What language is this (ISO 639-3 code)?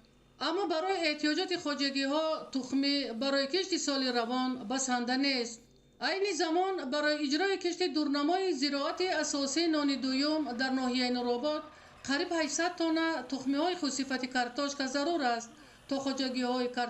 tgk